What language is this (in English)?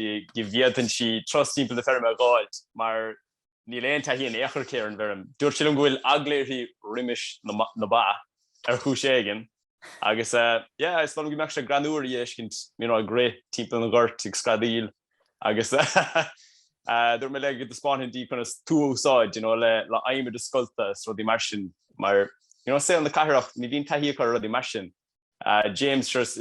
Irish